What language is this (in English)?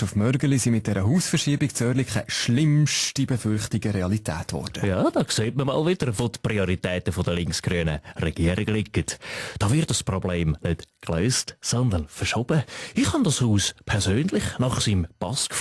Swiss German